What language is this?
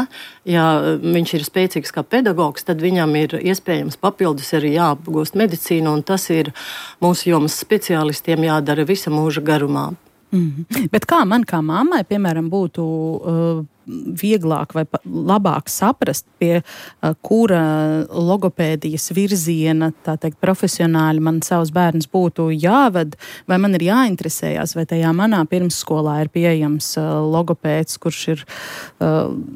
Latvian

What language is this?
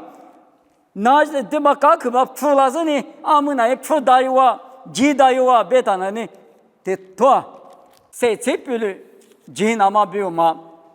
Lisu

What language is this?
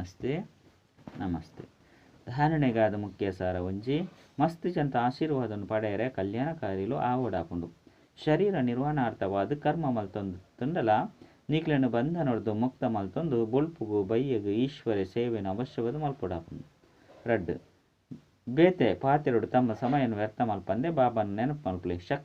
Tulu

